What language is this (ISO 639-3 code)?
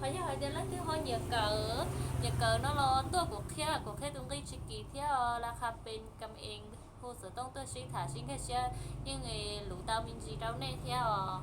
hmn